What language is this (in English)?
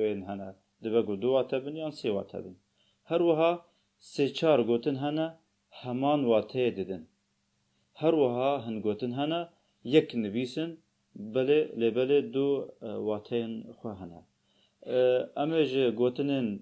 Kurdish